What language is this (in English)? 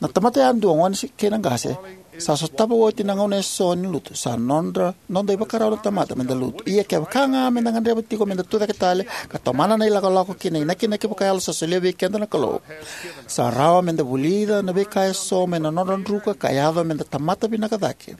Fijian